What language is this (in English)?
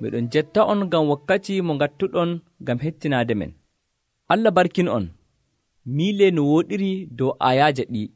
Nigerian Fulfulde